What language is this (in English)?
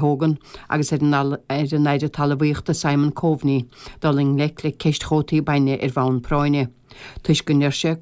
Irish